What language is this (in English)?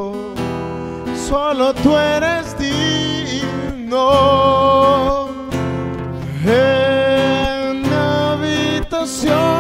Spanish